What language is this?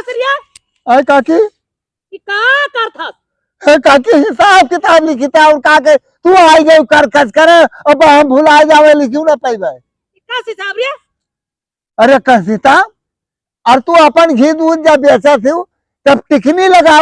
Awadhi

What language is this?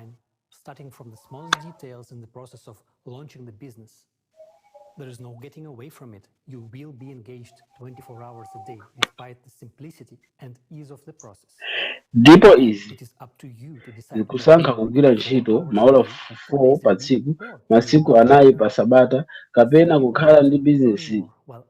Nyanja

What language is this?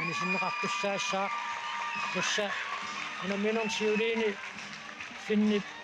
Kalaallisut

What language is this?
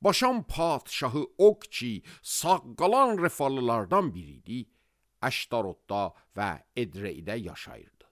Azerbaijani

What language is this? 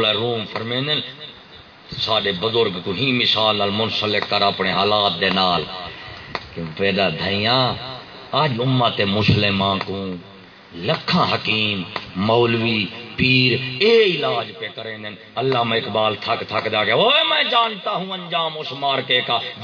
Saraiki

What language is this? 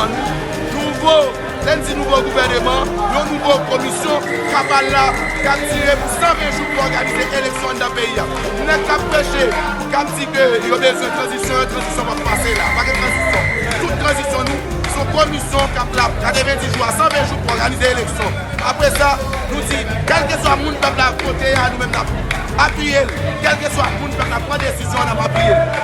Haitian Creole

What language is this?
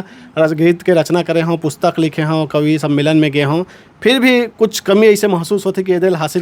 Chhattisgarhi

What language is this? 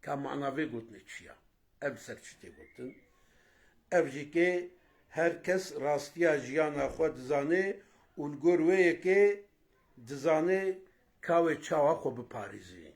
Kurdish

